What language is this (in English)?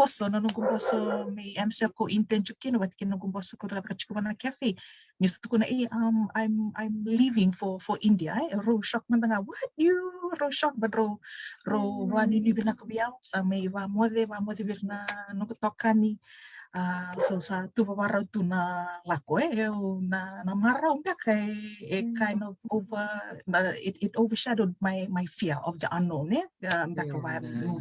Fijian